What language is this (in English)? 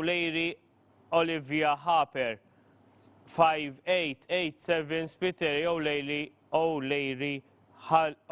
English